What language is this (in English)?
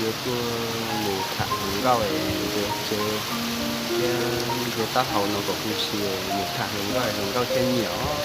Hmong